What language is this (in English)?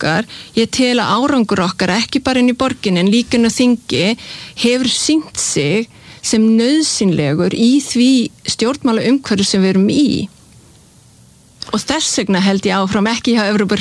Icelandic